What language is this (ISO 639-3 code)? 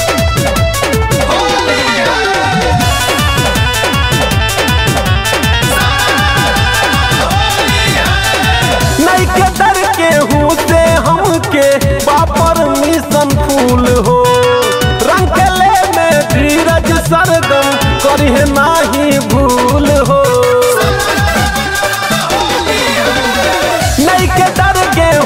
bho